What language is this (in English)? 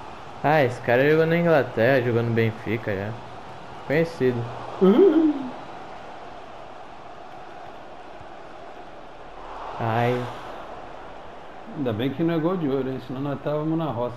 Portuguese